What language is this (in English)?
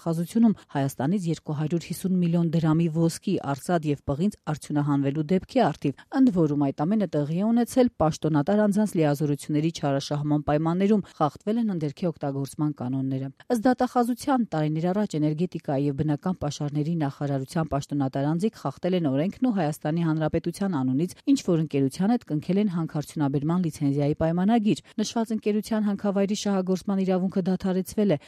Armenian